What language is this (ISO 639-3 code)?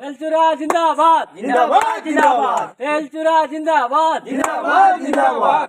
syl